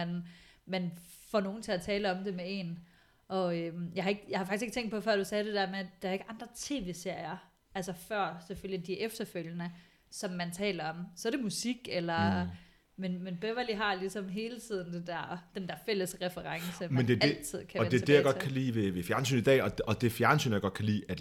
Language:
Danish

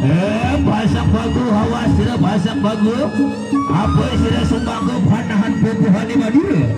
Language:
Sasak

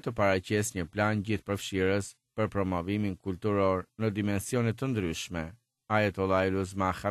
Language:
Albanian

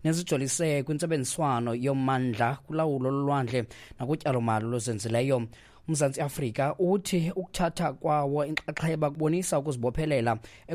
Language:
Xhosa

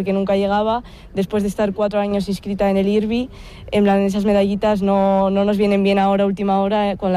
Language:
Spanish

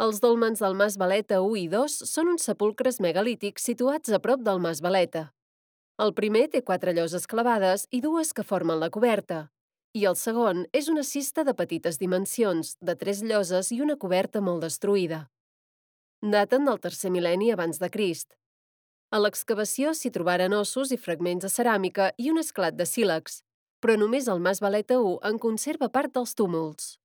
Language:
Catalan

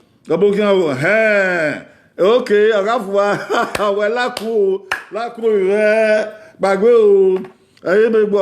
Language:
Bini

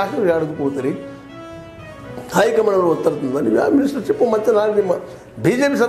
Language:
Kannada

